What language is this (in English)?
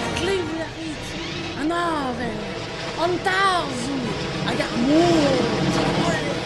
Breton